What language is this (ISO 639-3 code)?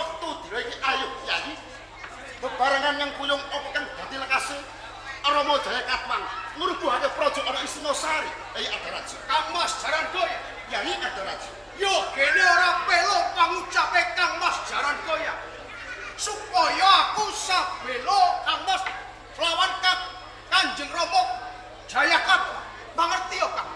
jav